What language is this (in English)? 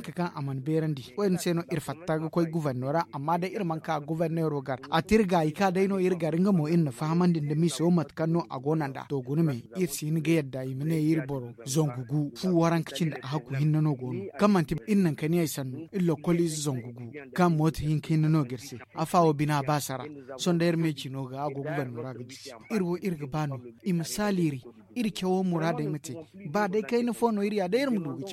Zarma